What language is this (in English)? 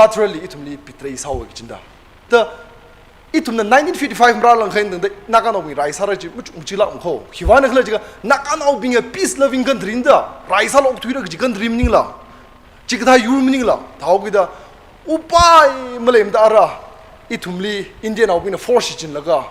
Tangkhul Naga (India)